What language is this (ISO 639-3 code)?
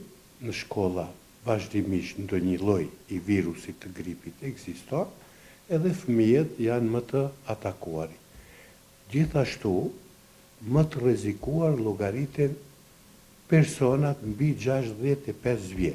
sqi